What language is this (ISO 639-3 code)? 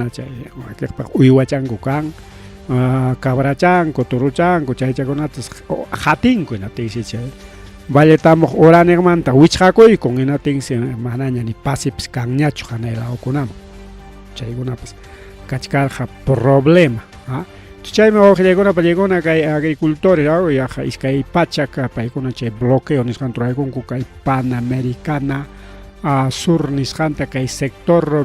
quy